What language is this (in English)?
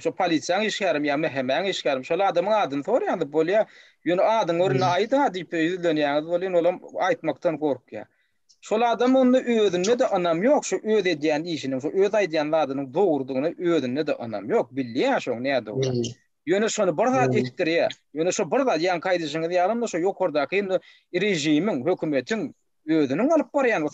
Turkmen